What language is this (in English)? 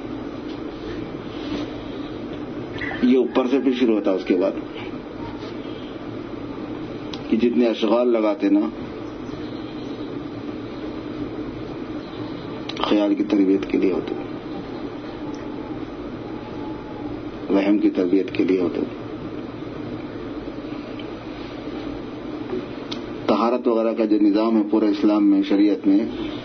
Urdu